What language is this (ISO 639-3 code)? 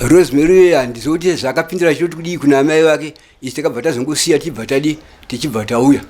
sna